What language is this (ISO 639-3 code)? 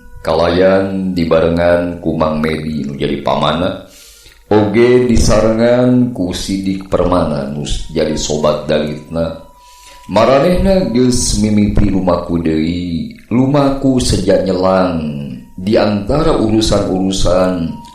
sun